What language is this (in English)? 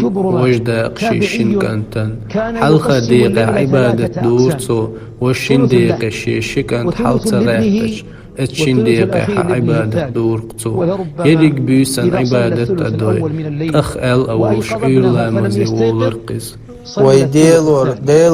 Chechen